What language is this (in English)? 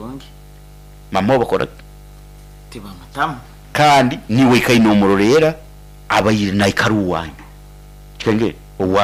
Nyankole